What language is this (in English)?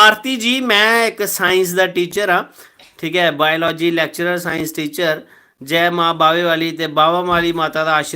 Dogri